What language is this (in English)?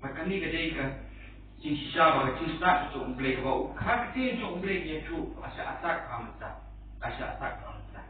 Khasi